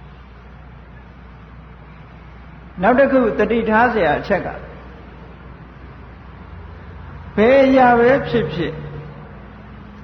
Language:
Burmese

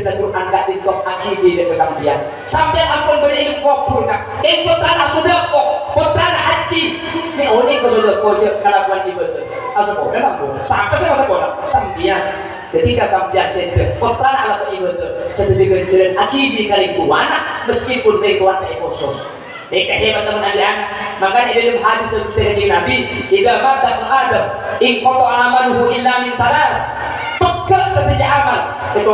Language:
Madurese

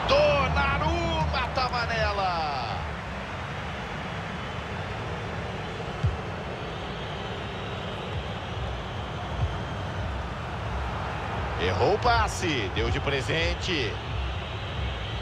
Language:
Portuguese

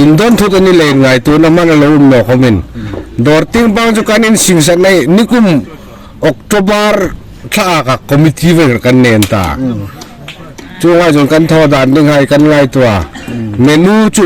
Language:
Hmar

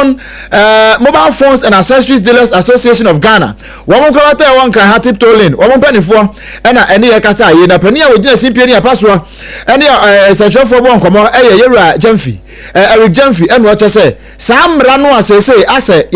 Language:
Akan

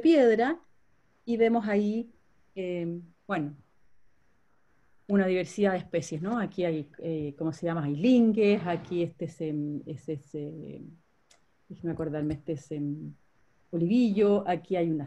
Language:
Spanish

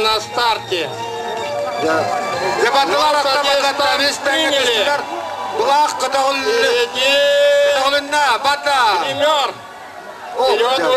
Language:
Yakut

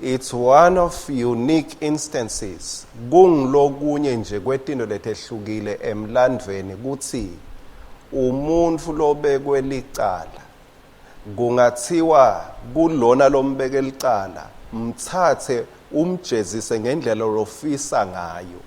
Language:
Swati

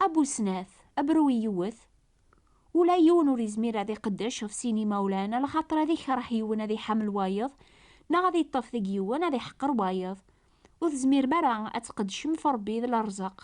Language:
Kabyle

